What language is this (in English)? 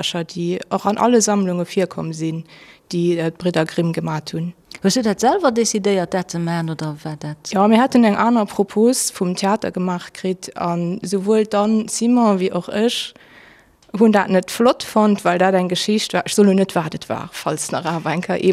Luxembourgish